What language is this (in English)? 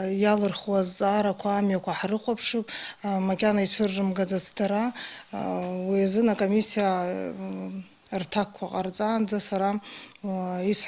Abkhazian